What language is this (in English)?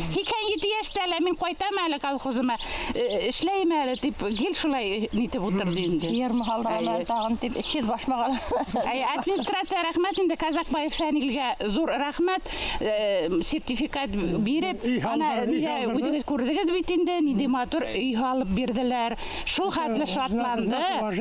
Bashkir